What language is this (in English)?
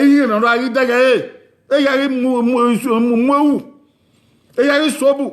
Bini